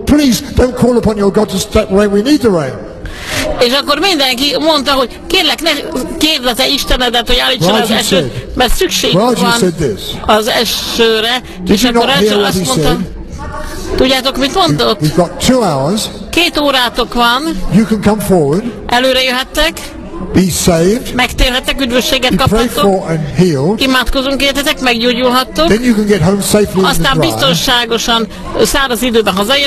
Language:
Hungarian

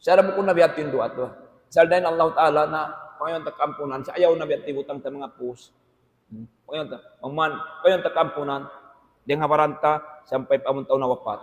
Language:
Tausug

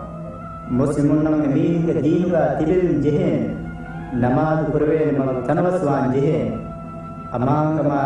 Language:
Divehi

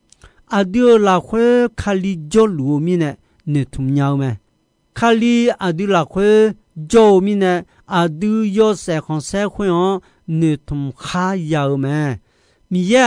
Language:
Akha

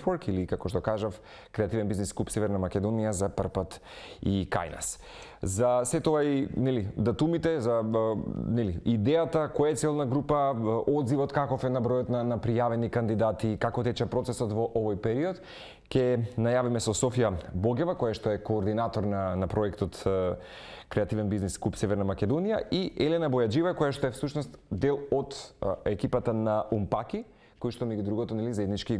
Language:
Macedonian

